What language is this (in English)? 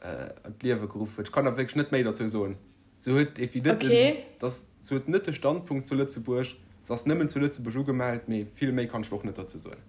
Luxembourgish